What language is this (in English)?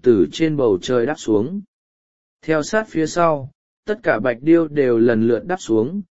Vietnamese